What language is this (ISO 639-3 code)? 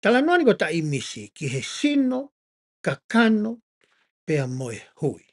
ton